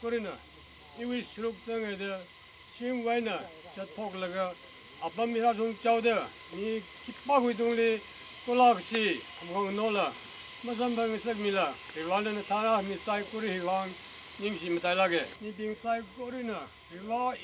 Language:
Tangkhul Naga (India)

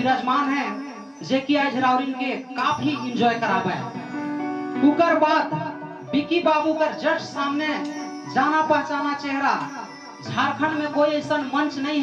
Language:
Sadri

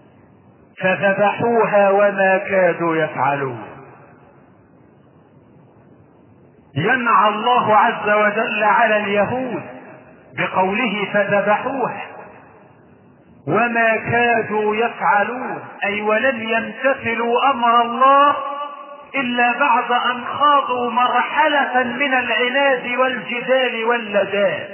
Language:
Arabic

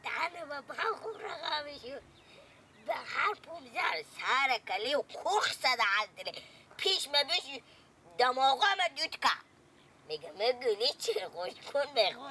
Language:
Persian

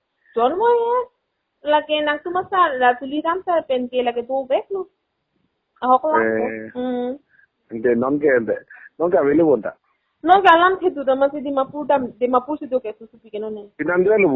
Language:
Karbi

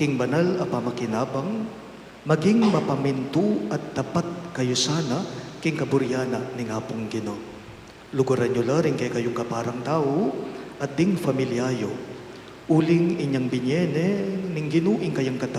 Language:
Pampanga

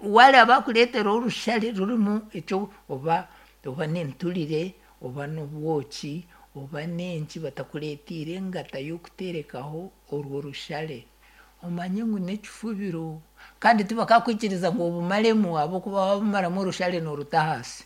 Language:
Nyankole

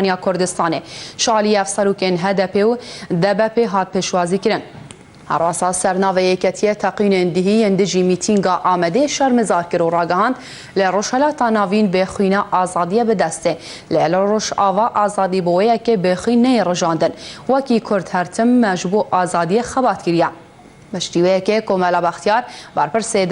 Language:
Kurdish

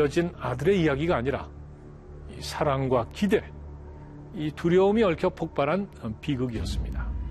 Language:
Korean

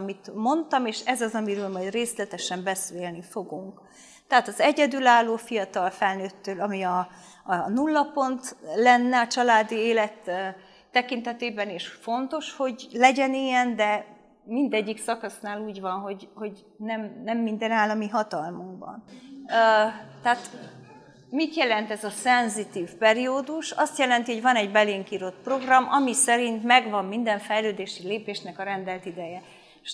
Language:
Hungarian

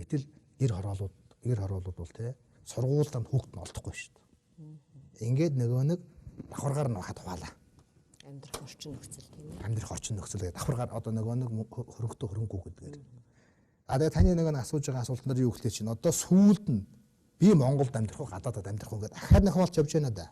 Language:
Mongolian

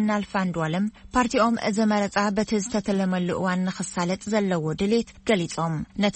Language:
Tigrinya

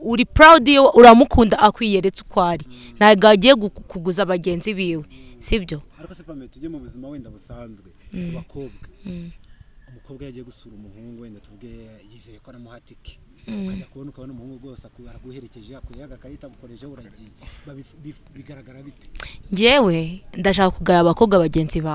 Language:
Kinyarwanda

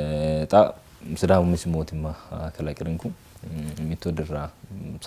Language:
Sidamo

